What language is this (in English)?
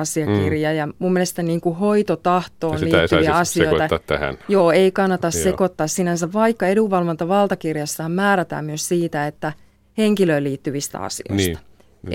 Finnish